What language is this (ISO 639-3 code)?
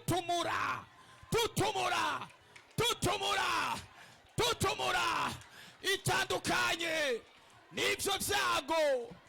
run